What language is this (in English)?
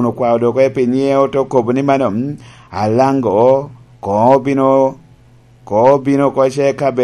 Lango (Uganda)